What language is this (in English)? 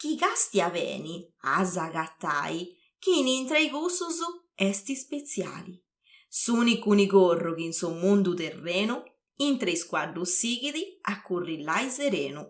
Sardinian